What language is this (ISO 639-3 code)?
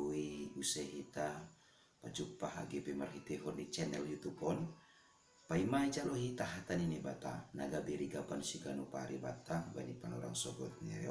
bts